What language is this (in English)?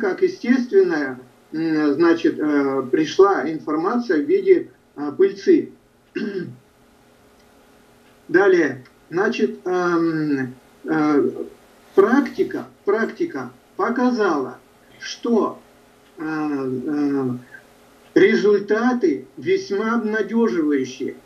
Russian